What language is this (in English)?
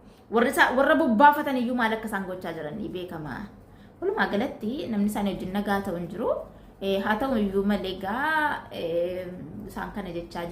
Oromo